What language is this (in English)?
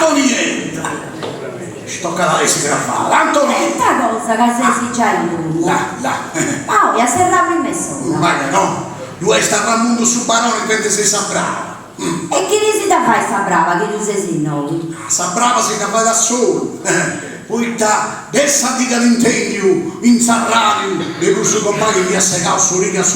Sardinian